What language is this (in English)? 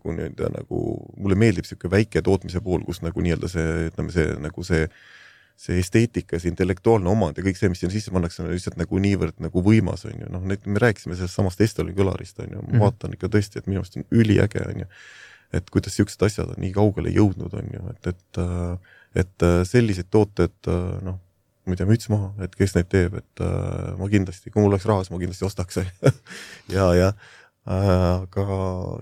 Estonian